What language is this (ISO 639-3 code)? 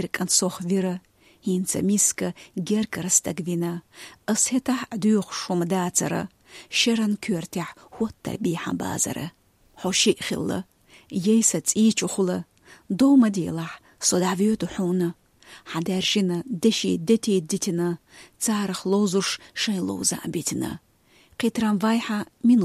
che